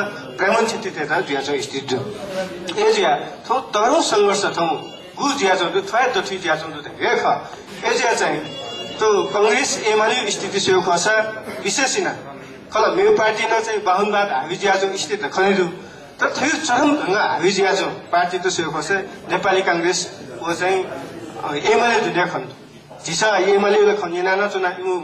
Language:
Newari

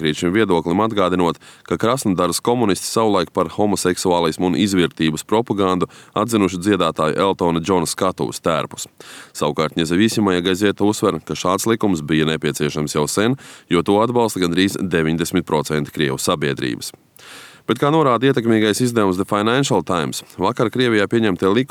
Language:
Latvian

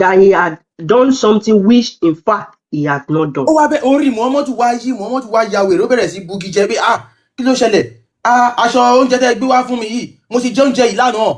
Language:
Yoruba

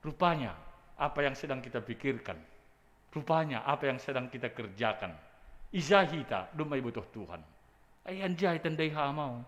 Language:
Batak Simalungun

